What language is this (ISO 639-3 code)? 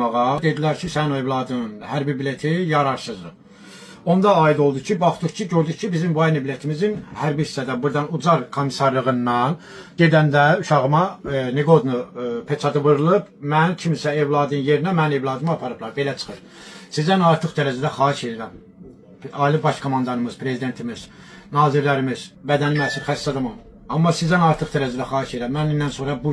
aze